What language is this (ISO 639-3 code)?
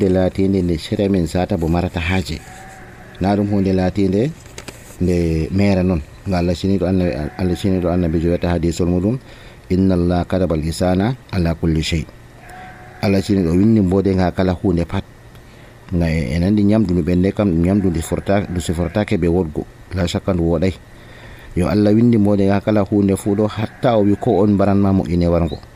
fuv